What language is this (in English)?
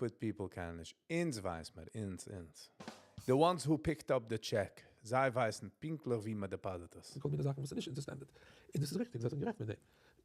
Yiddish